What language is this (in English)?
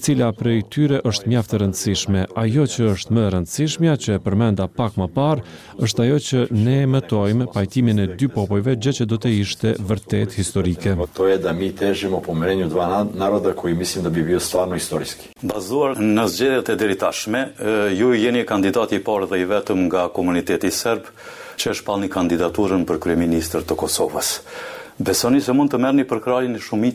Albanian